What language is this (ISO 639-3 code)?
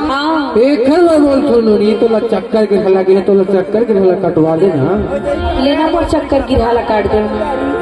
hne